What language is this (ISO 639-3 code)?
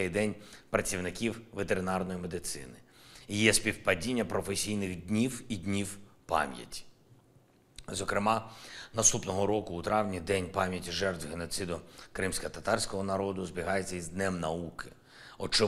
ukr